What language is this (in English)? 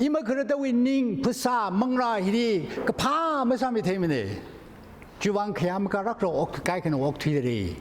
Tangkhul Naga (India)